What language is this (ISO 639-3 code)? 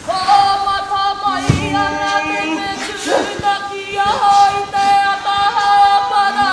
mri